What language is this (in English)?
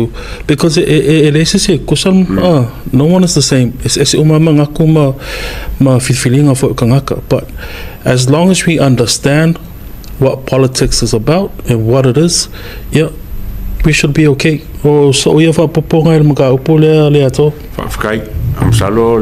Samoan